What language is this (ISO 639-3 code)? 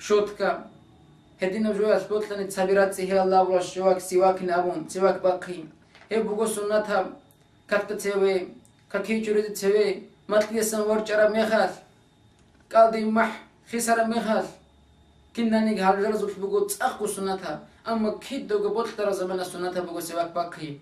ava